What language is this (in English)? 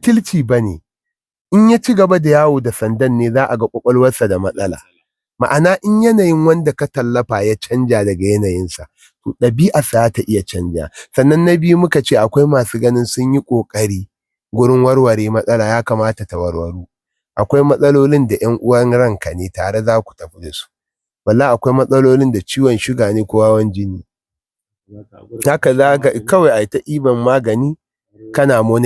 Hausa